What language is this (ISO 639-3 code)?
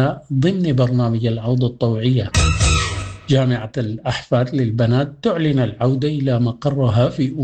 apd